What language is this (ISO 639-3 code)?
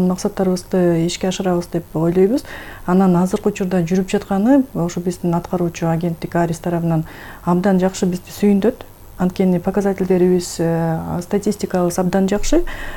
kir